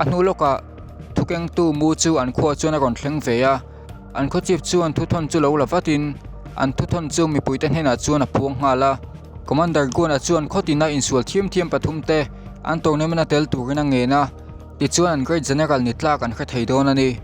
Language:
Mizo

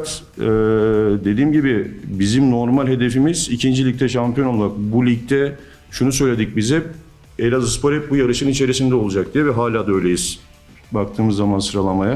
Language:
Turkish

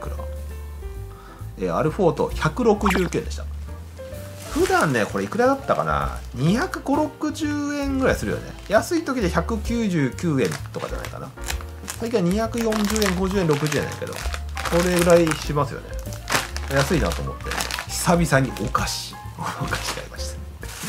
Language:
Japanese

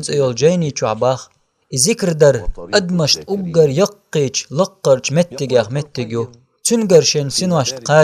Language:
Chechen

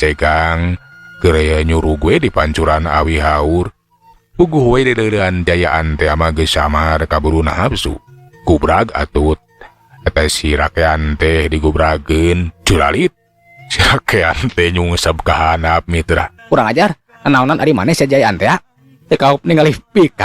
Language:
Sundanese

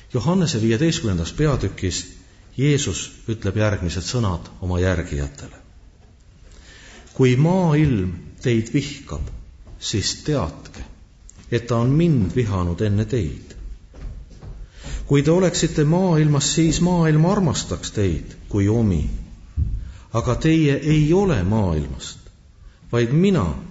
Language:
Estonian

